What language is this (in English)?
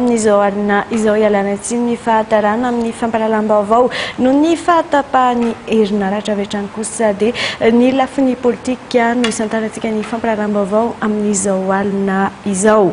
Malagasy